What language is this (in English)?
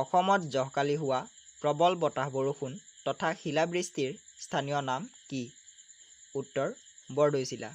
Assamese